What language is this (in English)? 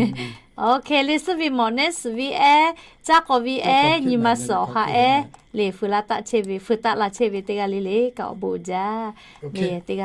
Lahu